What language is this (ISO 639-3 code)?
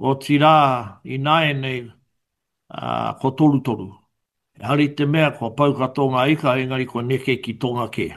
mri